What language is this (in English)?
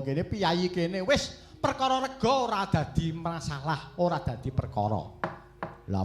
Javanese